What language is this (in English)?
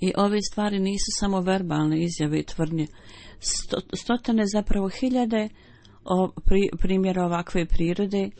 Bosnian